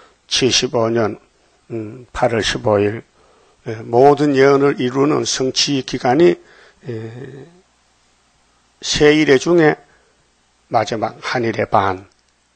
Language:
Korean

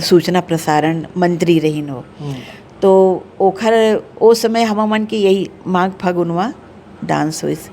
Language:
Chhattisgarhi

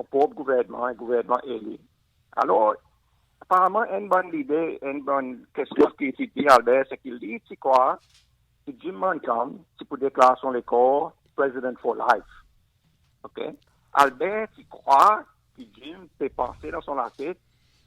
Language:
Seselwa Creole French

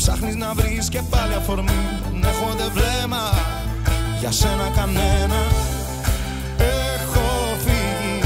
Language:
Greek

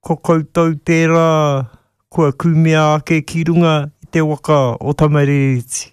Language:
Māori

